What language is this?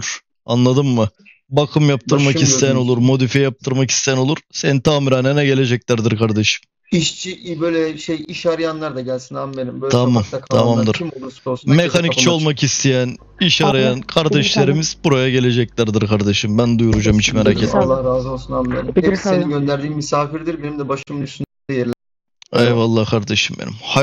Turkish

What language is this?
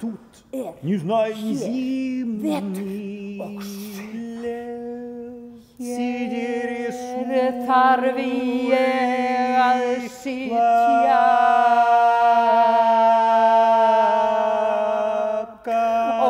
Icelandic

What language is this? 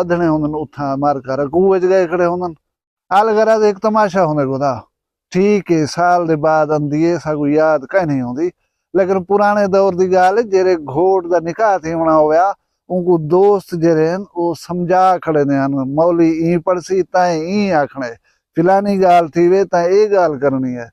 Saraiki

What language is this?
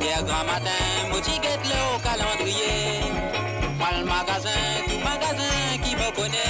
Morisyen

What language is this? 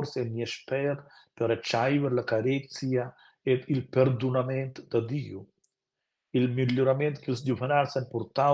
Romansh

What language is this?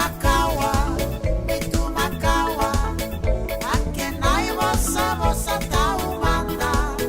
Fijian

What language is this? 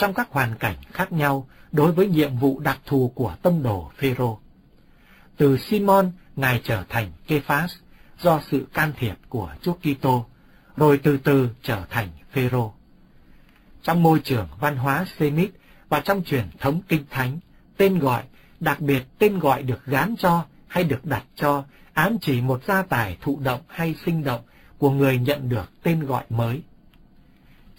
Vietnamese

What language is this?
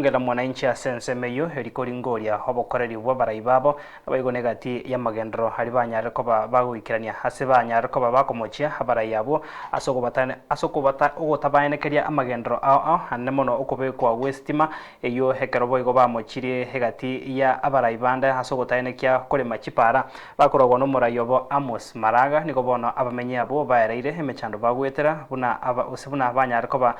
Gusii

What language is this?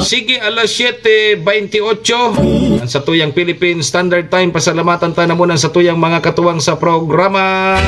Bikol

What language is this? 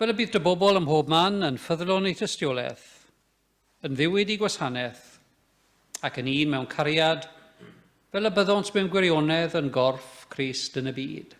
Welsh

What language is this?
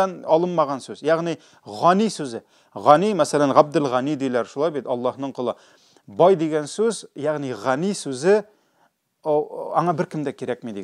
Tatar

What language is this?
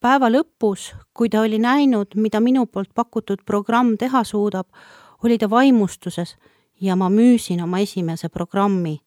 Estonian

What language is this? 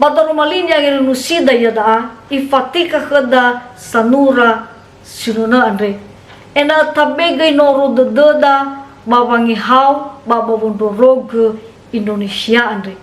Nias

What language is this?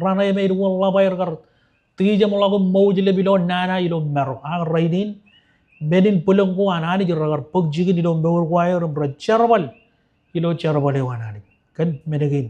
Marshallese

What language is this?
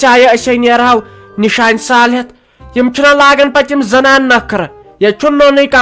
Kashmiri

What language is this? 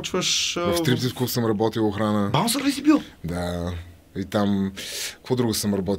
Bulgarian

